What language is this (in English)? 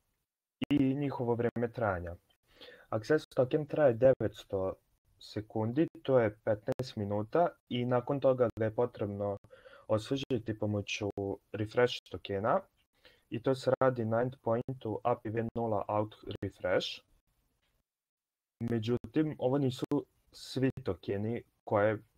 Serbian